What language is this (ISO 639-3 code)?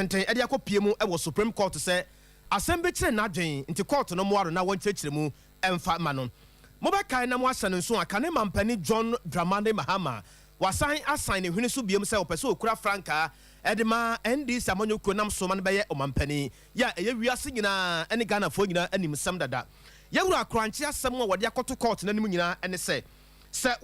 aka